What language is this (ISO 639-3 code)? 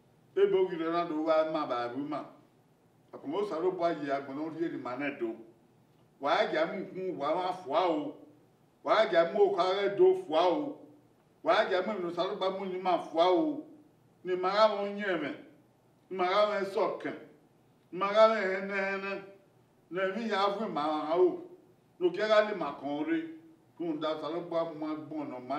bin